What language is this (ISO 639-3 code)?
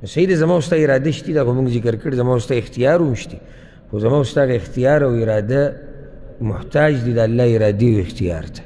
pus